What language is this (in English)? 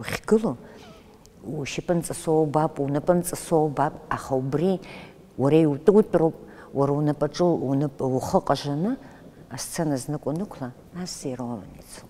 Abkhazian